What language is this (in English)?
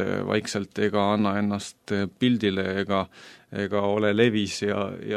Estonian